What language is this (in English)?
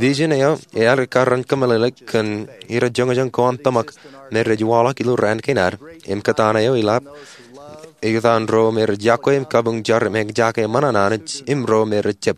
Marshallese